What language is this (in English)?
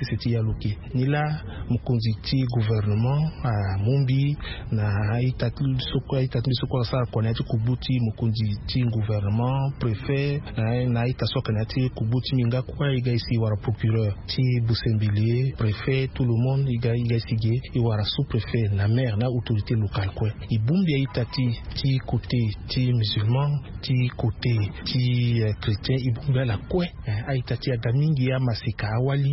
Sango